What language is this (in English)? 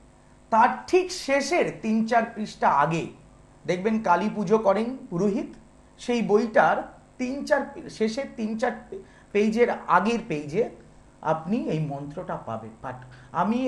Bangla